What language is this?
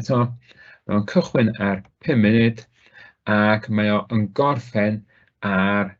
Welsh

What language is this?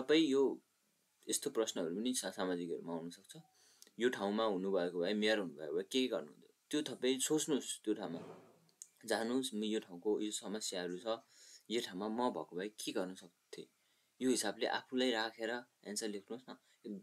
Nepali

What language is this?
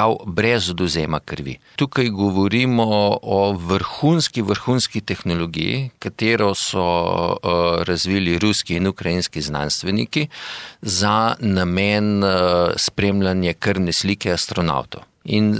Slovenian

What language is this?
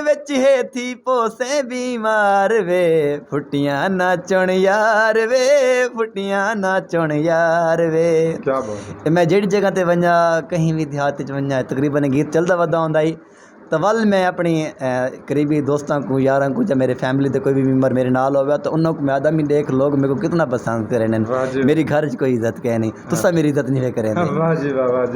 Saraiki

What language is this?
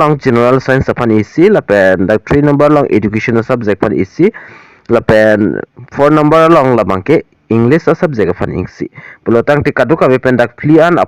Karbi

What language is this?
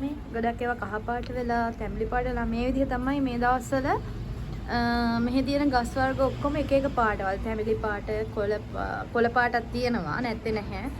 Sinhala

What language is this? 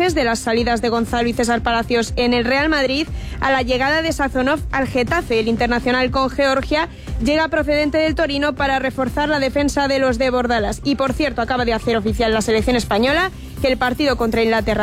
Spanish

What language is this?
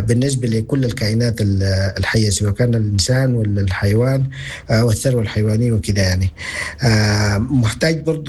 Sudanese Arabic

